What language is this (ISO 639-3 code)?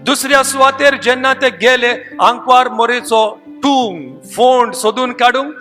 kok